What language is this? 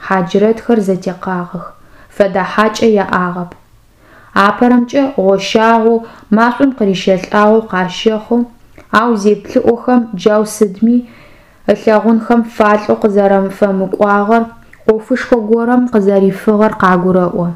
Adyghe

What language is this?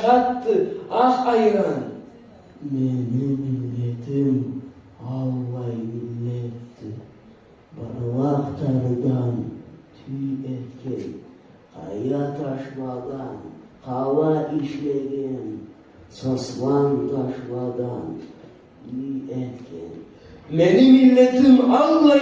Karachay-Balkar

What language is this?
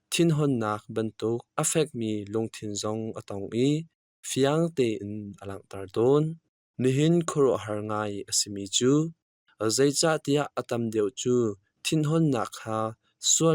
Hakha Chin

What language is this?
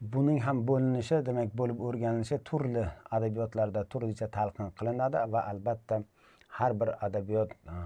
Uzbek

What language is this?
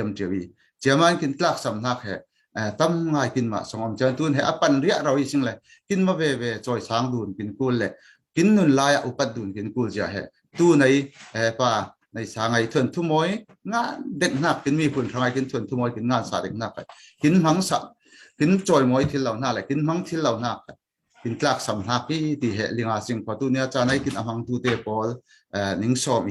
Falam Chin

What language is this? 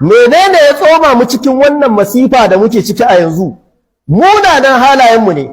Hausa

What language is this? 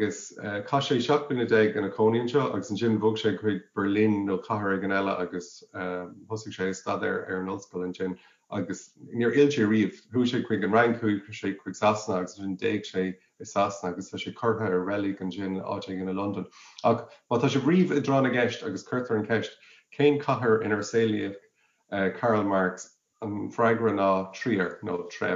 Irish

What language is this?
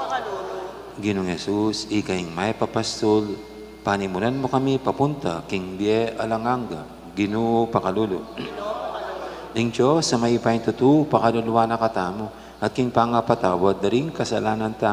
Pampanga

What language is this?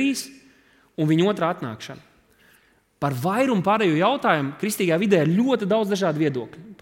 Latvian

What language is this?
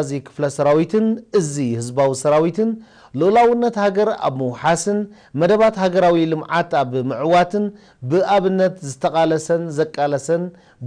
Tigrinya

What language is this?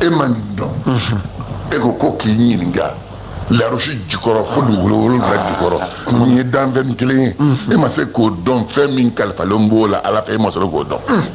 Bambara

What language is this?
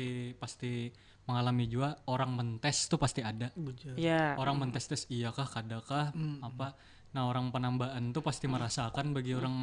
Banjar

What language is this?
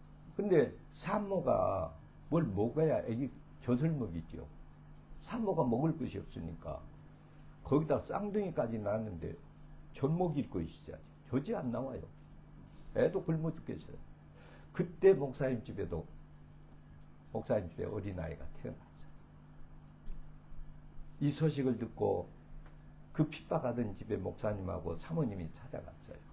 Korean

